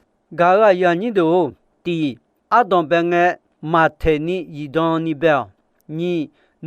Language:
Akha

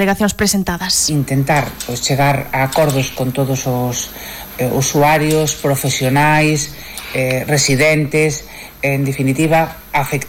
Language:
Galician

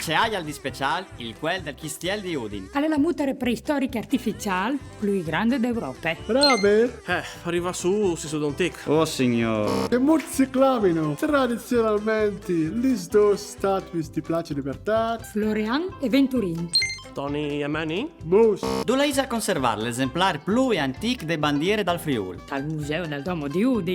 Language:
Friulian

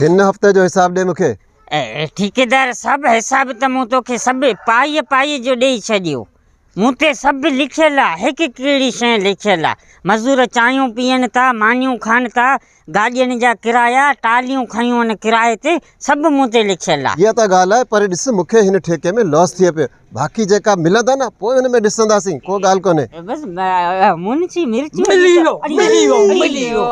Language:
Sindhi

